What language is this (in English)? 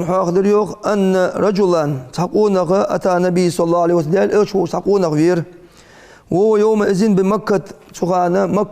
Ingush